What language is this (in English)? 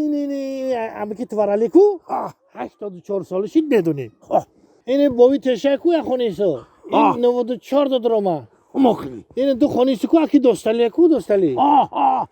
Tajik